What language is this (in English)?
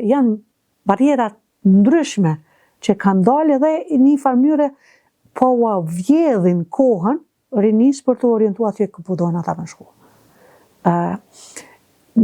Albanian